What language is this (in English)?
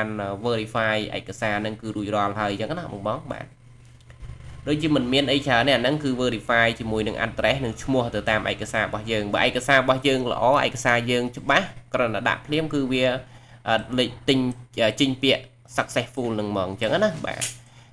Khmer